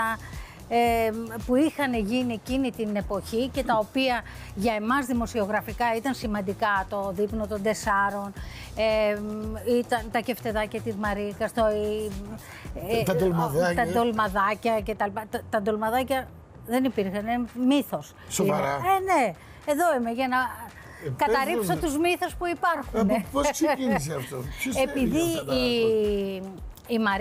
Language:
Greek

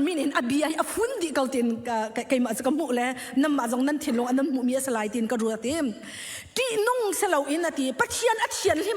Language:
Hakha Chin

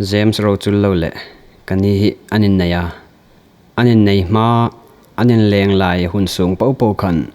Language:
Hmar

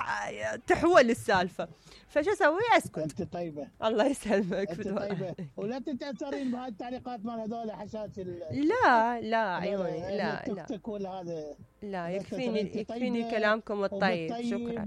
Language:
Mesopotamian Arabic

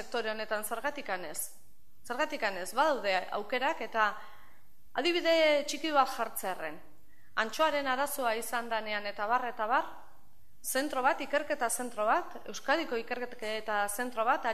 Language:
Basque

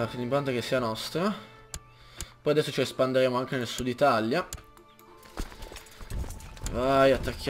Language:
Italian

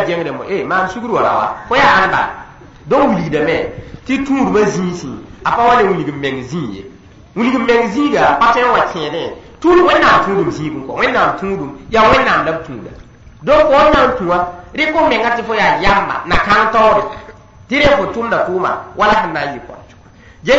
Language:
Mossi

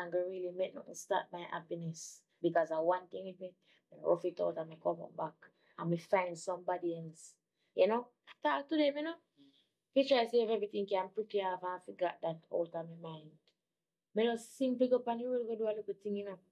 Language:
Jamaican Creole English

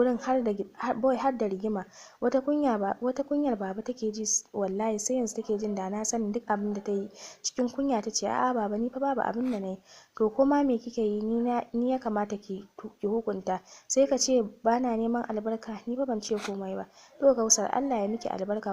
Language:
Hausa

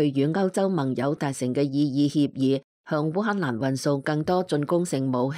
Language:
Cantonese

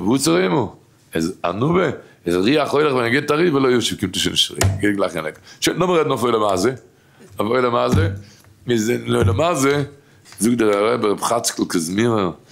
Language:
Yiddish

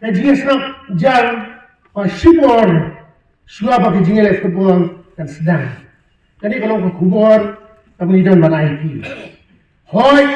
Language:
Khasi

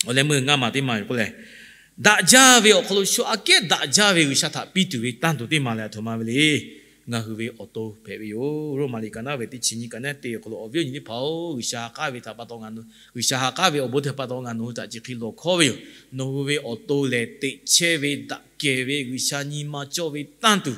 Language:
Lahu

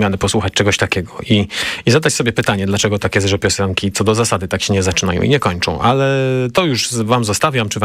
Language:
Polish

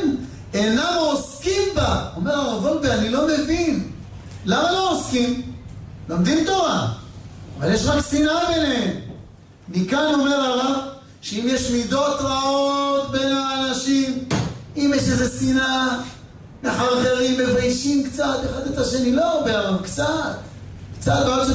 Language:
Hebrew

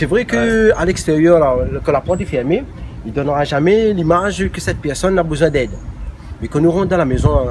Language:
Réunion Creole French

